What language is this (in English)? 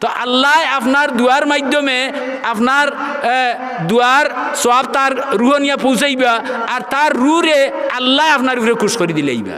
Sylheti